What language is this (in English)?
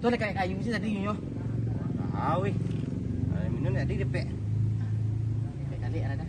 Minangkabau